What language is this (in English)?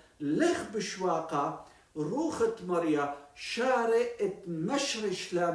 Assyrian Neo-Aramaic